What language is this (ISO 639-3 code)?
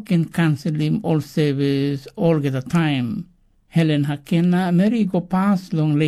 tpi